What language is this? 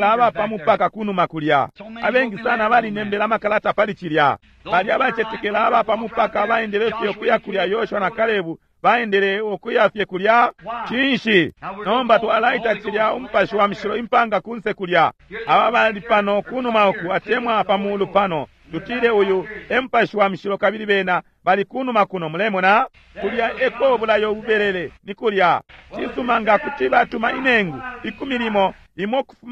Bemba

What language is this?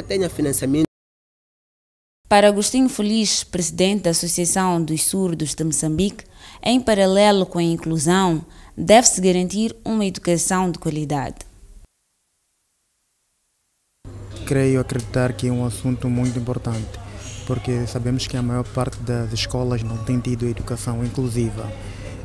Portuguese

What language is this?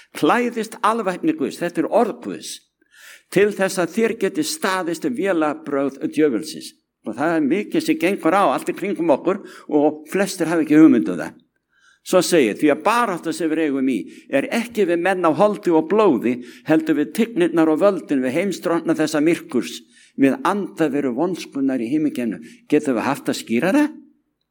Icelandic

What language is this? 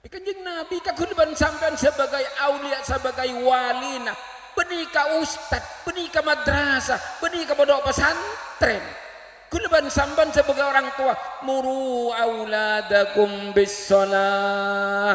Madurese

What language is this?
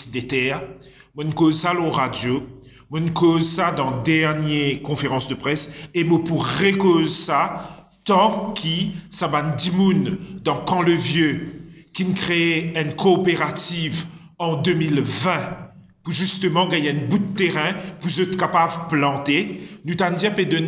Morisyen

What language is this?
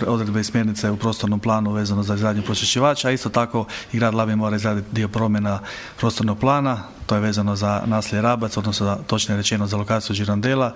Croatian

